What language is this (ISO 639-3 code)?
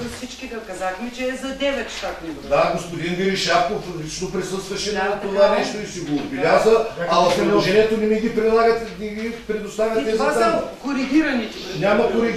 bul